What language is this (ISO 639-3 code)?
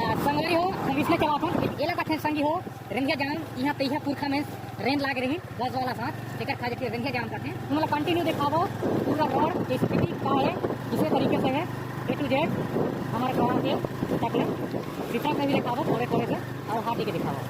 hne